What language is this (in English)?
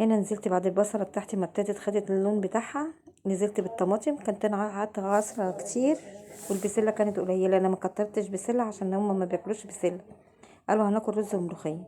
Egyptian Arabic